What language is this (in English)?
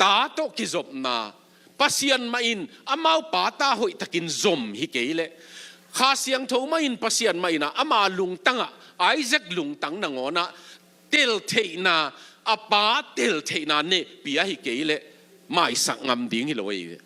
Tedim Chin